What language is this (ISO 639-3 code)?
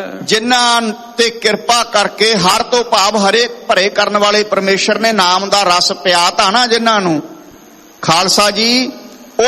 pan